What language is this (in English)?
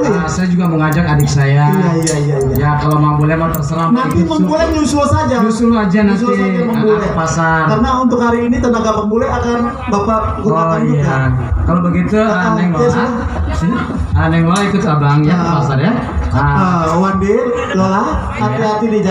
Betawi